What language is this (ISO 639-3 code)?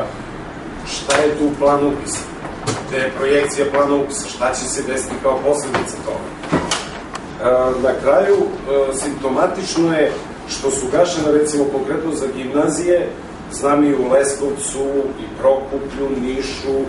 srp